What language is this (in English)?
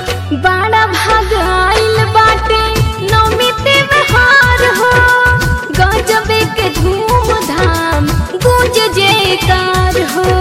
Bhojpuri